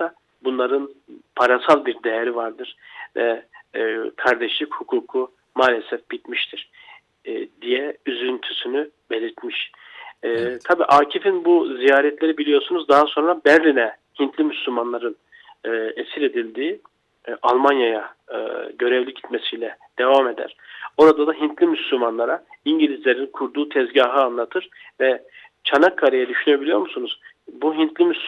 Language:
Turkish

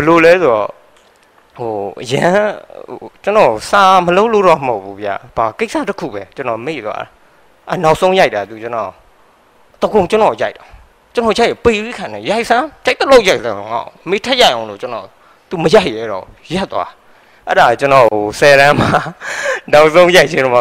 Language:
Burmese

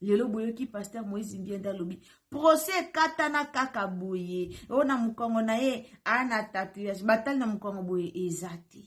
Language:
Lingala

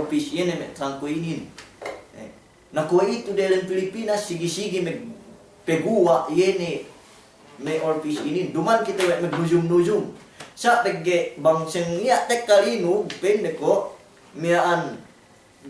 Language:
Yakan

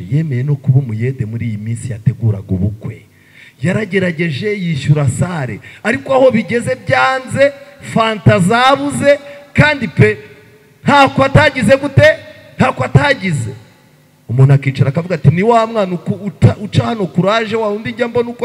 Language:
Kinyarwanda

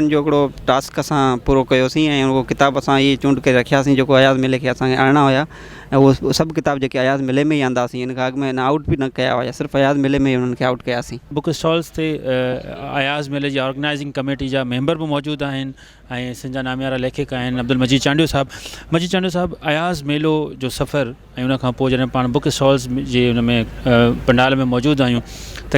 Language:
Sindhi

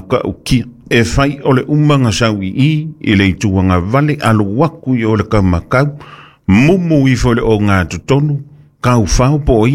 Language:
Samoan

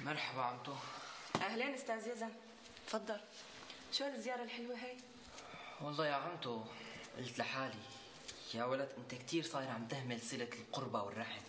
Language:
North Levantine Arabic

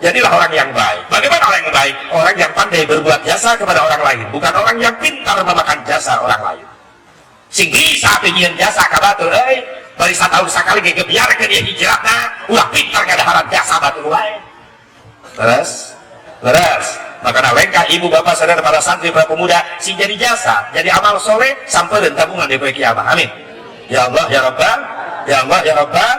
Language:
Sundanese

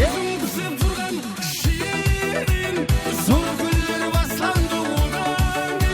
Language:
Kara-Kalpak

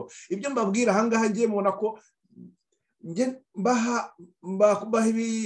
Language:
Kinyarwanda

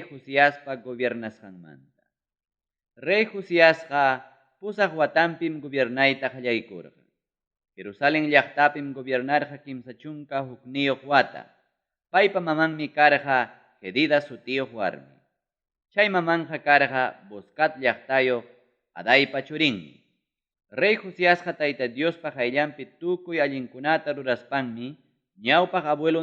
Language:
Ayacucho Quechua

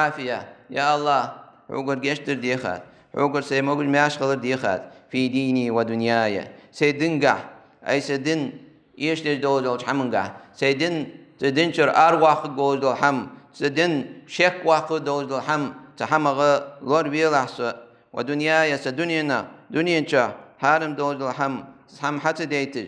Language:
Ingush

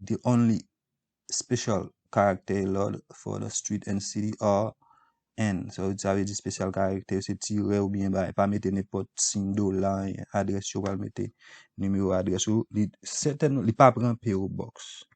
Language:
Haitian Creole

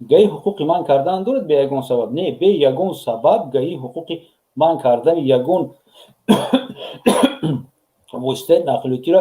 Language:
Tajik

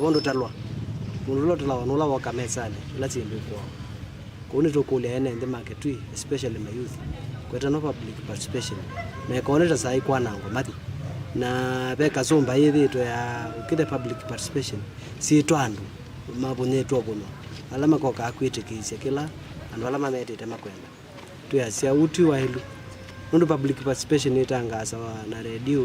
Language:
Kamba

